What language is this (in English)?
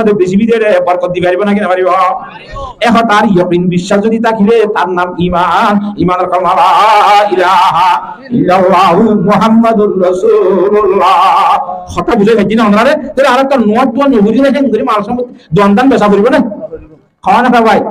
Rohingya